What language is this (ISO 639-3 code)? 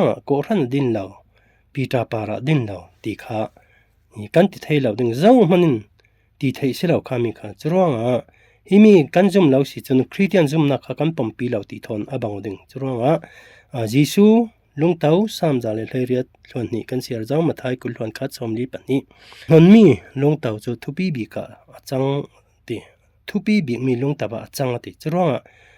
cfm